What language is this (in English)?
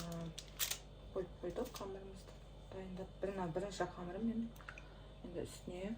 Kazakh